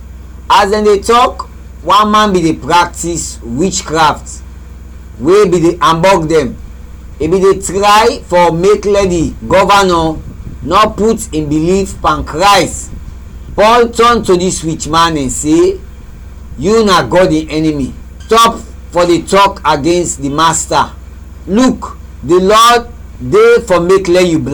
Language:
Krio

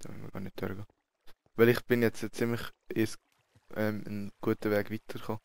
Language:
Swiss German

